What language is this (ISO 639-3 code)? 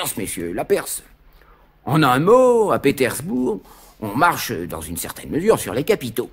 fra